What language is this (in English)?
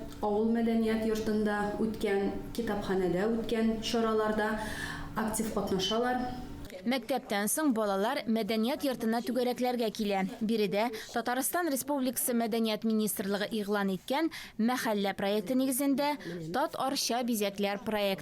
Tatar